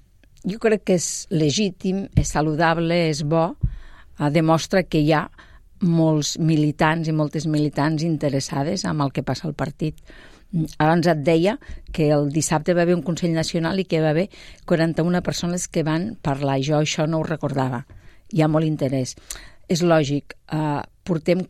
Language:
Catalan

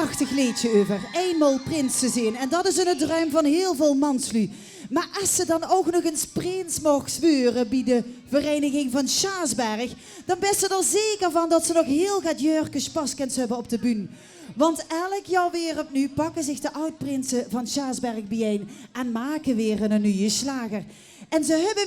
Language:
Limburgish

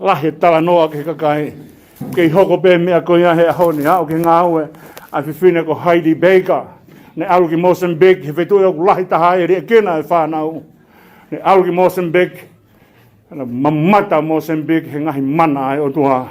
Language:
Tongan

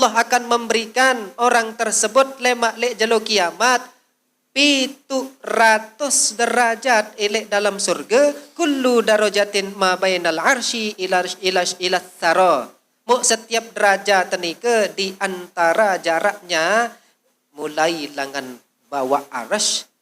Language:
Sasak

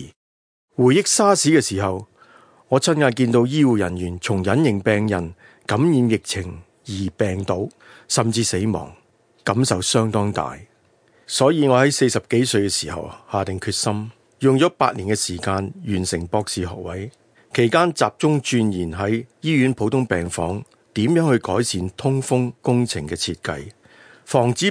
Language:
Cantonese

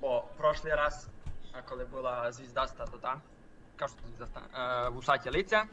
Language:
Rusyn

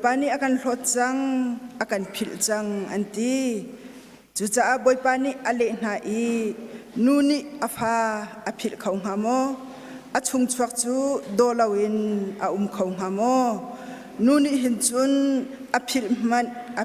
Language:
Hakha Chin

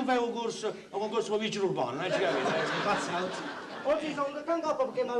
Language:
Neapolitan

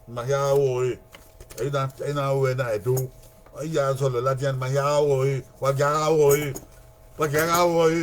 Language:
Bini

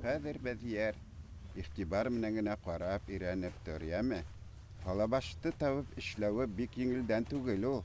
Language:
Bashkir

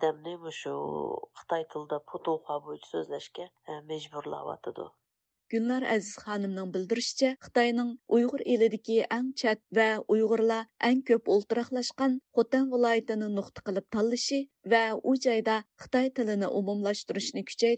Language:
Uyghur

